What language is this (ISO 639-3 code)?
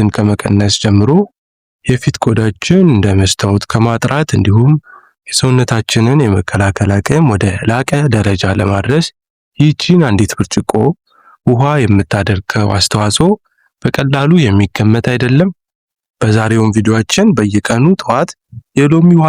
amh